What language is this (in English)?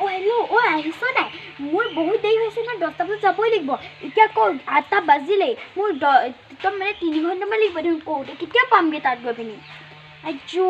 Assamese